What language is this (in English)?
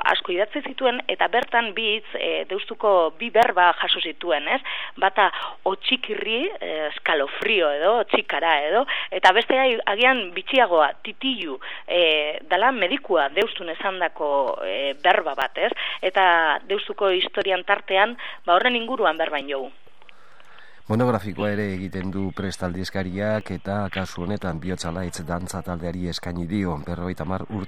Basque